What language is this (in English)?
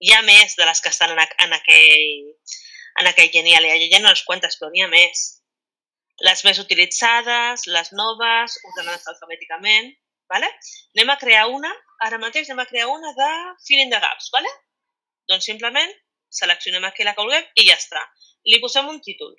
Catalan